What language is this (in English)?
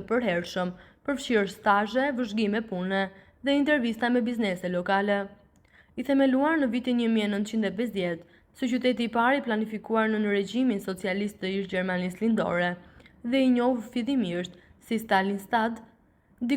Albanian